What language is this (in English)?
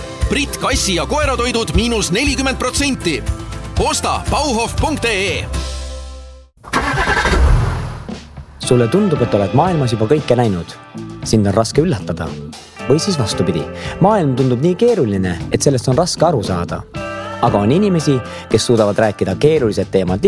Estonian